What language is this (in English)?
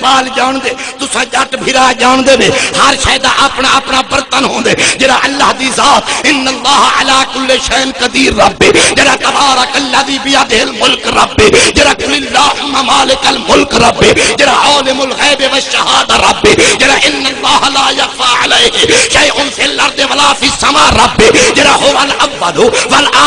Saraiki